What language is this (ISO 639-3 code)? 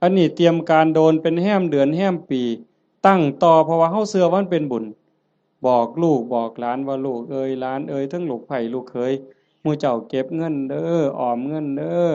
tts